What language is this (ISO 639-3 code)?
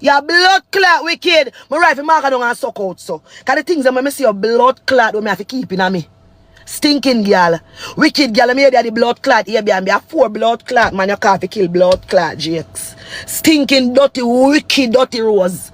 jam